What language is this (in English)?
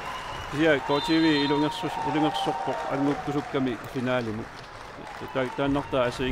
Kalaallisut